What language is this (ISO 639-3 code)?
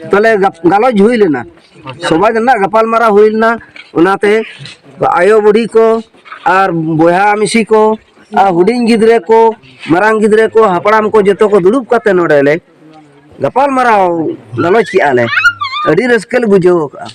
sat